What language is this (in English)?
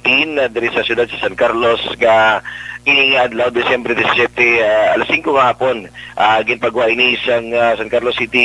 Hiligaynon